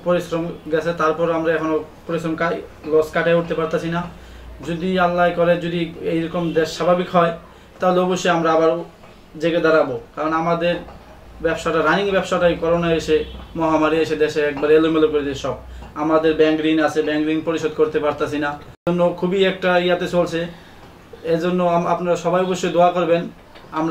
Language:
Bangla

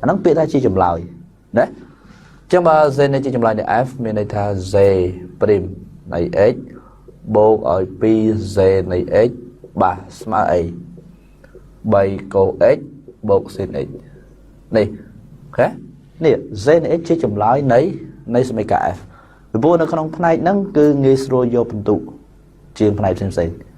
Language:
Khmer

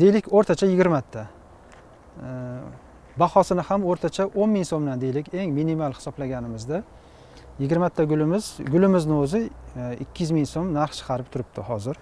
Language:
Uzbek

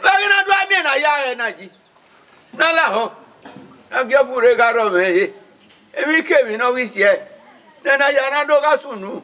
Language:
Bini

